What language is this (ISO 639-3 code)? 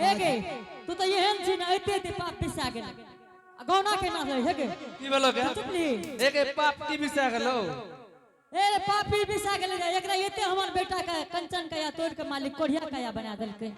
anp